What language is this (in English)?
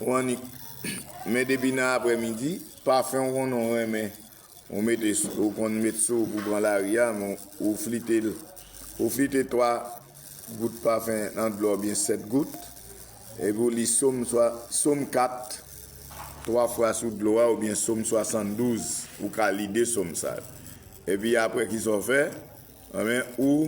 Haitian Creole